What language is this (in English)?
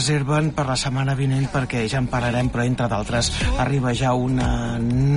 Catalan